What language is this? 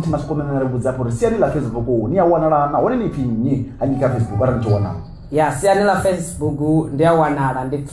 Venda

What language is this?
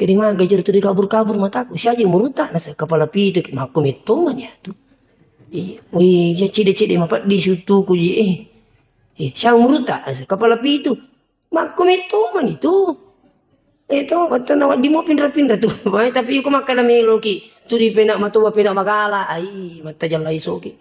Buginese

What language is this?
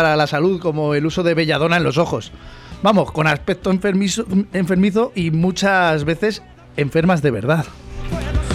Spanish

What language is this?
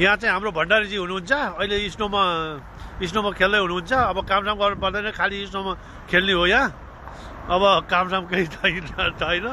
Nepali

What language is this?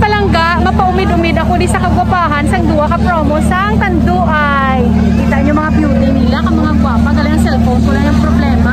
Hiligaynon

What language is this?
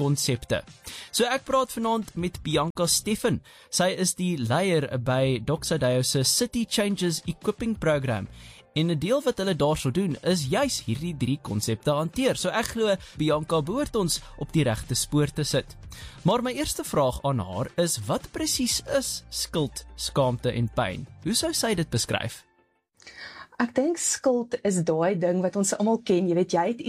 Afrikaans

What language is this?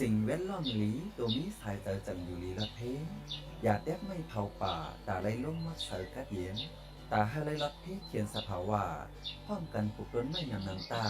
Shan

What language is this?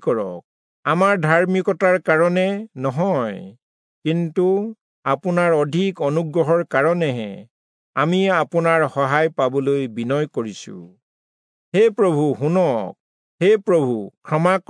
Assamese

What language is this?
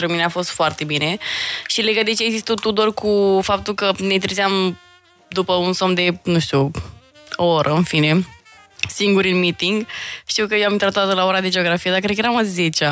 Romanian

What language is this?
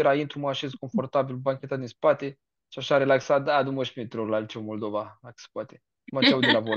Romanian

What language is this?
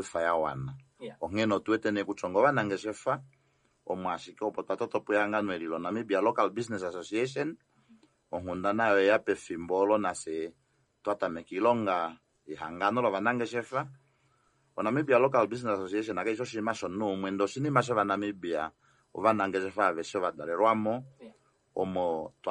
Kuanyama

